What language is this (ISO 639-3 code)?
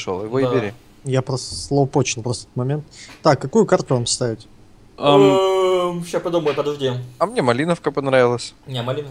rus